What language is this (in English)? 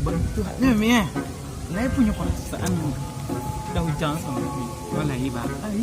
Minangkabau